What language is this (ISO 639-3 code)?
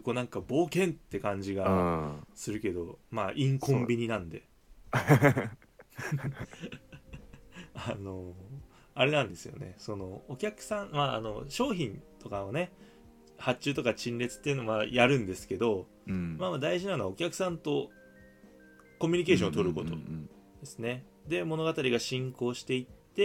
jpn